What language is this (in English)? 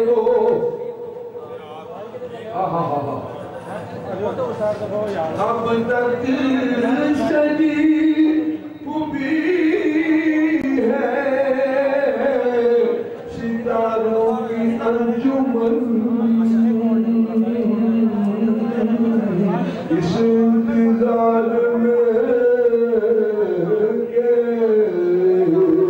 Urdu